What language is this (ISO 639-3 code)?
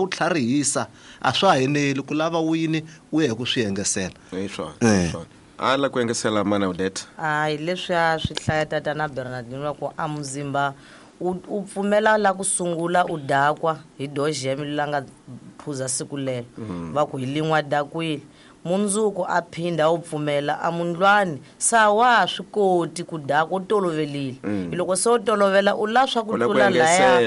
tso